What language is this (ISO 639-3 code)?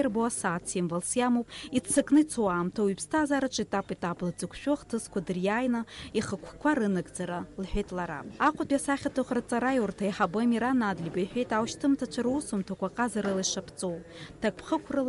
abk